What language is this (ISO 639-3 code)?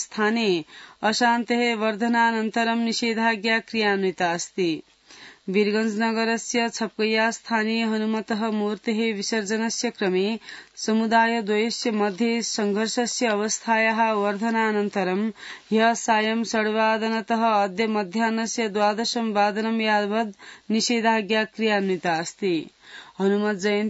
san